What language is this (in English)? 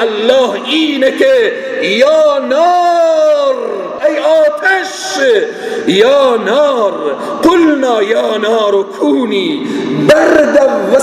Persian